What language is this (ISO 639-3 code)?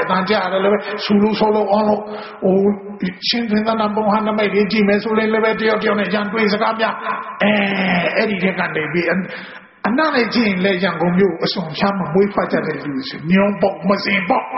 mya